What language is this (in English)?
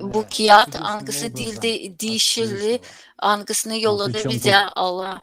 Gagauz